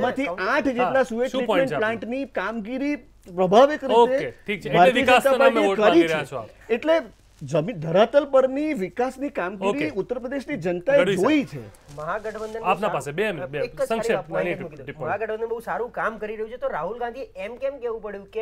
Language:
Gujarati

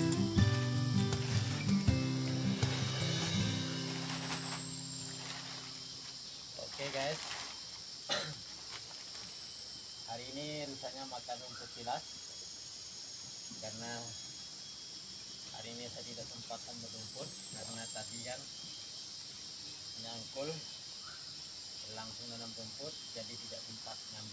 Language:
Indonesian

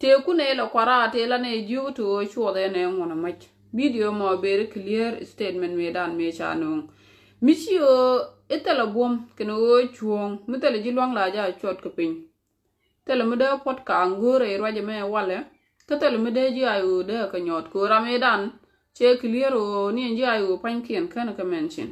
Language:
Nuer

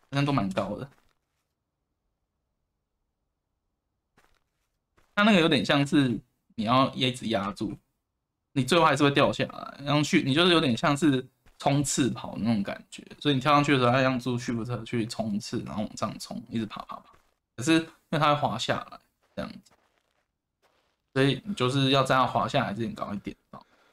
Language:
Chinese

